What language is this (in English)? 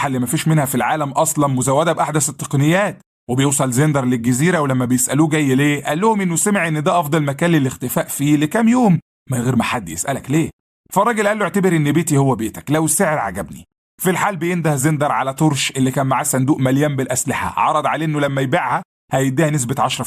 Egyptian Arabic